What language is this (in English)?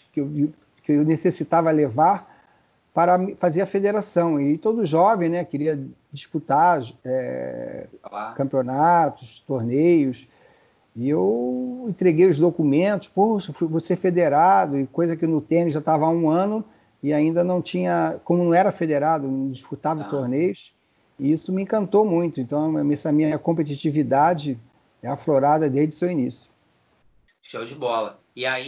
Portuguese